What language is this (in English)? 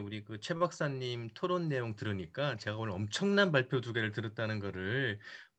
Korean